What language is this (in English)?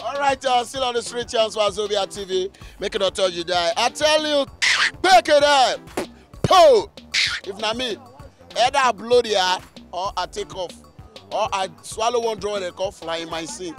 Nigerian Pidgin